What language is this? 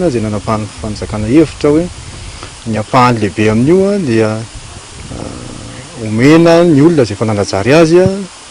Malagasy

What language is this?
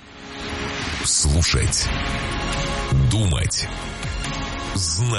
Russian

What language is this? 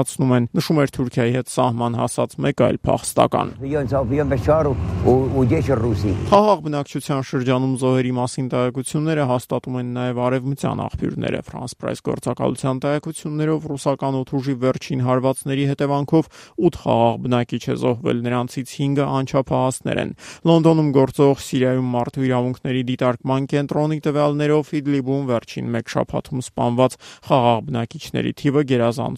Armenian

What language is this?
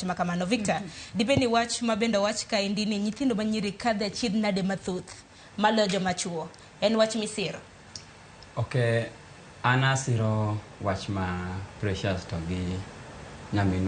Luo (Kenya and Tanzania)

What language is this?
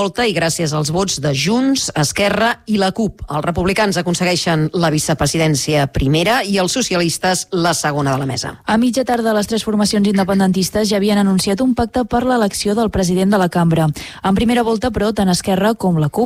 Catalan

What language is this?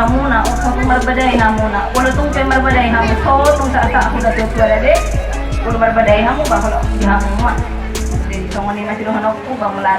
Batak Toba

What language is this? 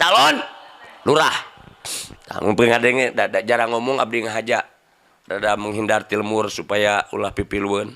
Sundanese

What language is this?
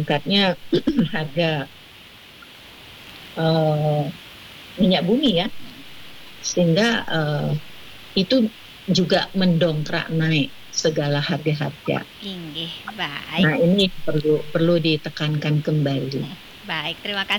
Indonesian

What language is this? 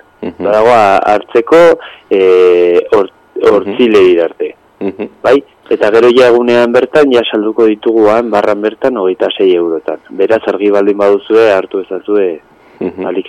Basque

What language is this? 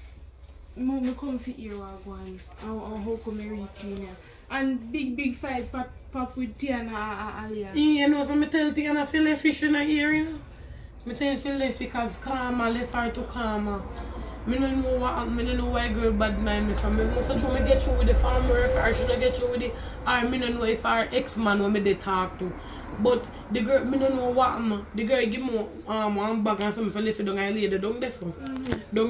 Jamaican Creole English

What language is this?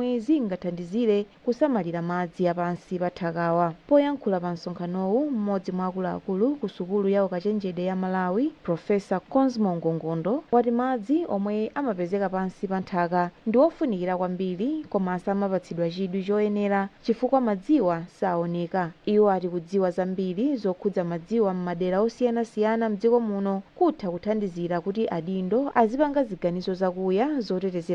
Nyanja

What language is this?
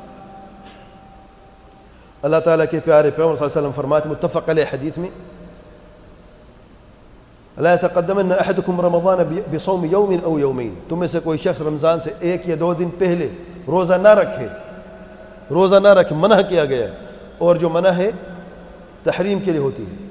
Urdu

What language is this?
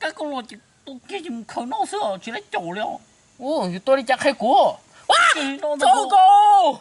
Hmong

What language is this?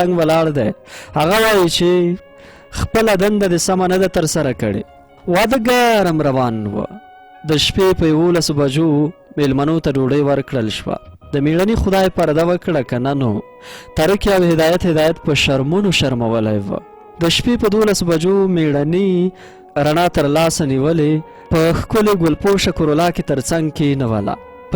Pashto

